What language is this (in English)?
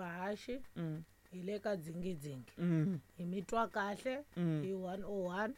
Tsonga